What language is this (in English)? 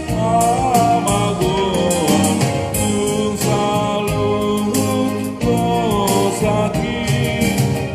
Batak Toba